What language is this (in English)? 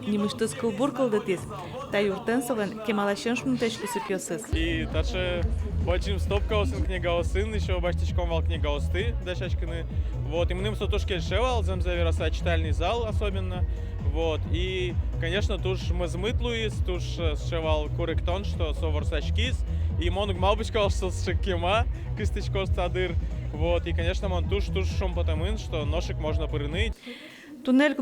Udmurt